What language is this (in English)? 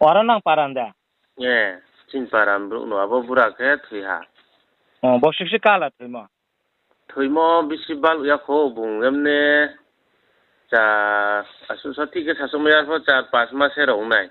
Riang (India)